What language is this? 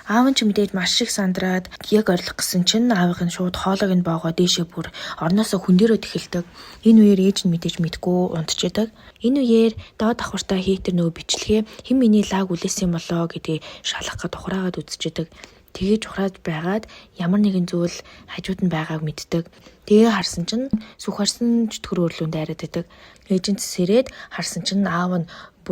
Mongolian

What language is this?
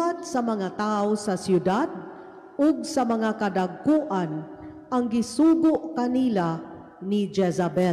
Cebuano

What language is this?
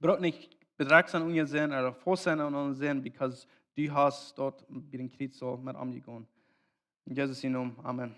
Plautdietsch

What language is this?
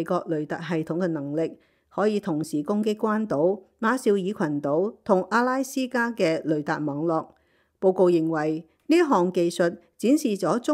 Cantonese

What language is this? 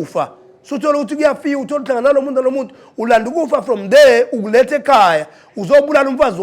Zulu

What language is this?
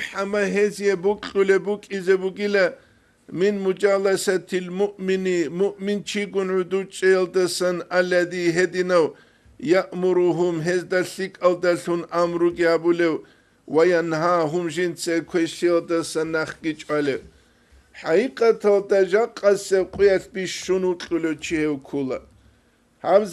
Avaric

